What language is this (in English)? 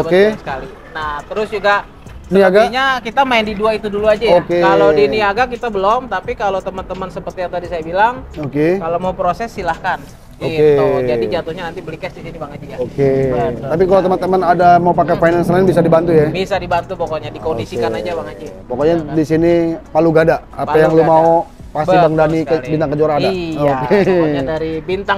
Indonesian